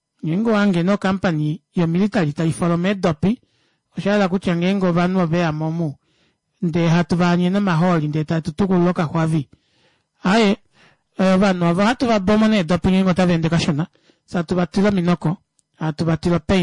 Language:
Kuanyama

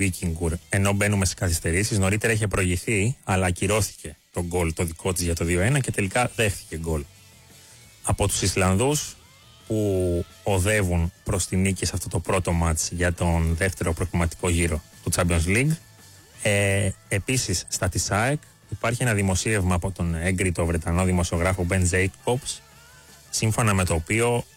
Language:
Greek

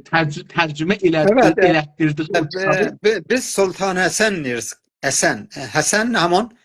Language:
South Azerbaijani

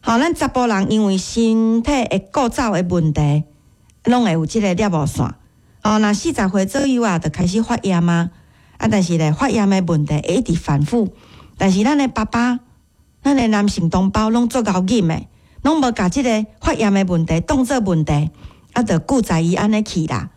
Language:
Min Nan Chinese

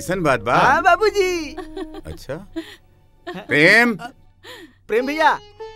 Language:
Bhojpuri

